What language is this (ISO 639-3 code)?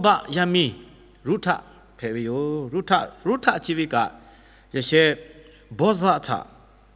lhu